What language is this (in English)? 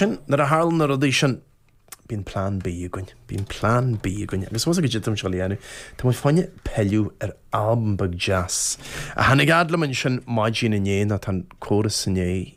Irish